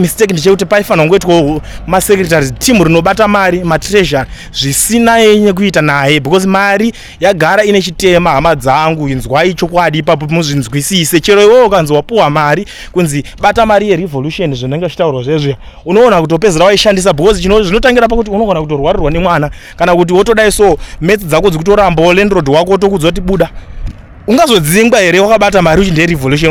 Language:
Shona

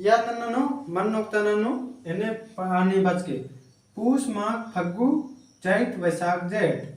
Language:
Kurukh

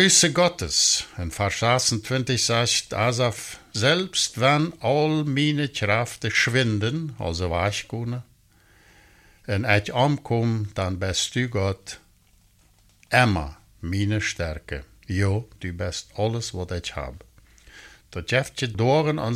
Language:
German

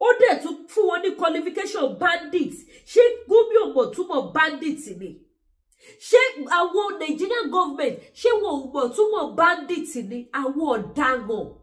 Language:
Yoruba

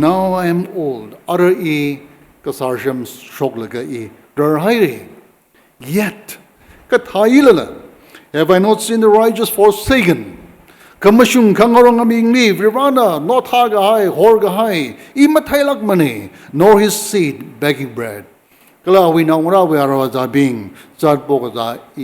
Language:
Tangkhul Naga (India)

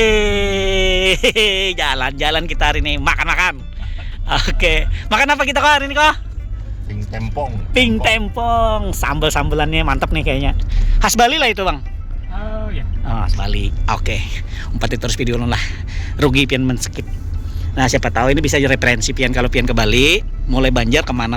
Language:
Banjar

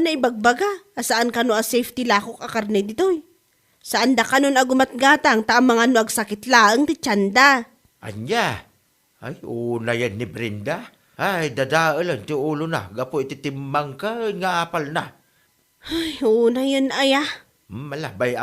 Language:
Iloko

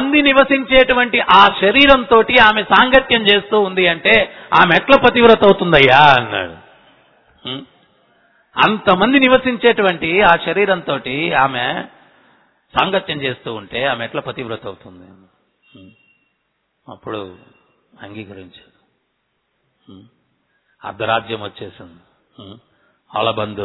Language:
Telugu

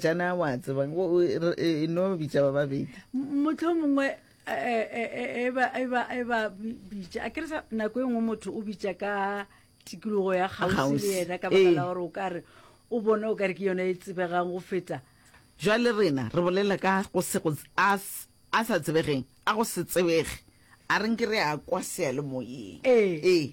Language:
Northern Sotho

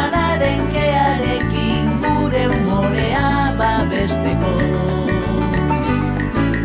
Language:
Basque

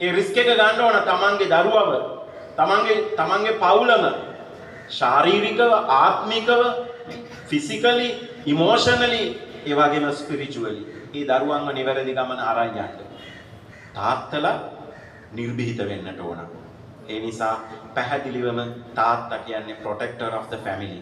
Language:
Sinhala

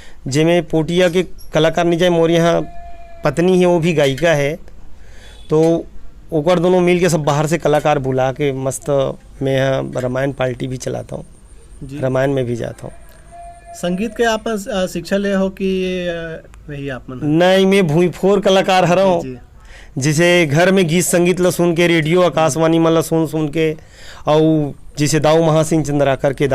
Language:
Chhattisgarhi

